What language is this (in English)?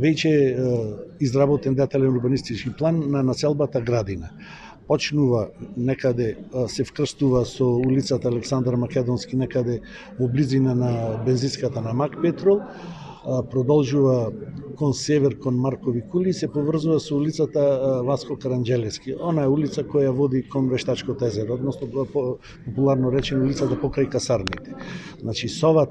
Macedonian